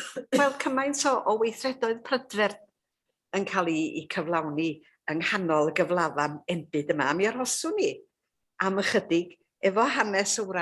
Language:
Welsh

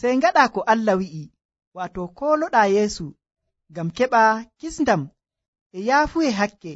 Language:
Nigerian Fulfulde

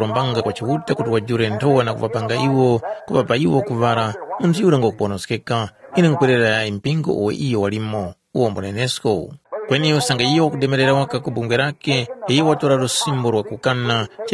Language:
Tumbuka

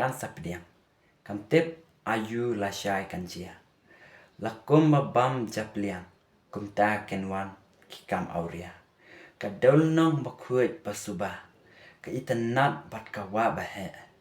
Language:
Khasi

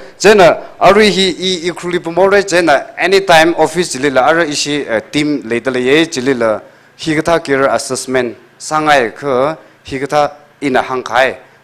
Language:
Tangkhul Naga (India)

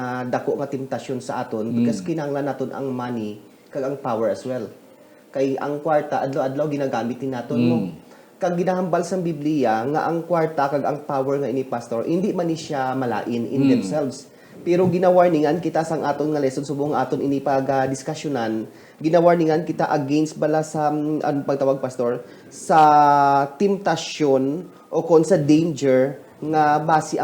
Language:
Hiligaynon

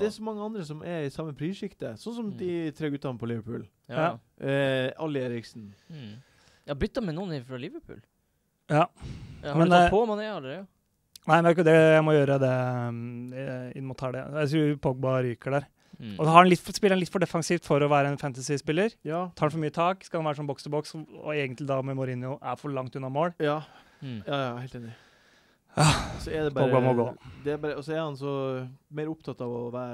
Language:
Norwegian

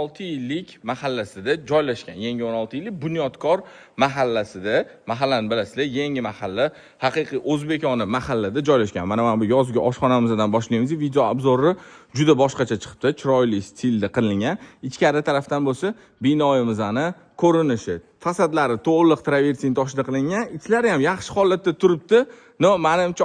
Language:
Uzbek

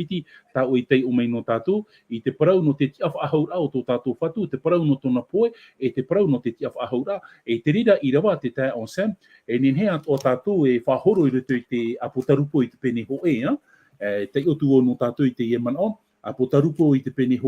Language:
Tahitian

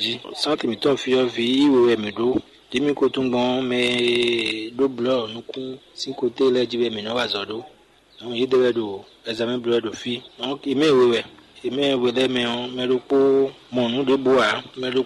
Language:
Fon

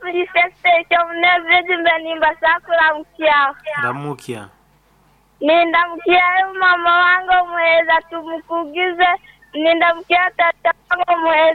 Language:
Nyankole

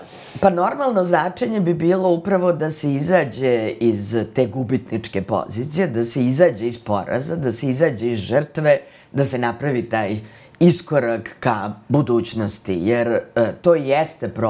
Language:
Serbian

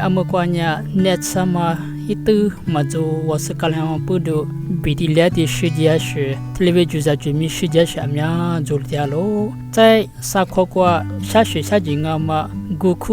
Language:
Lisu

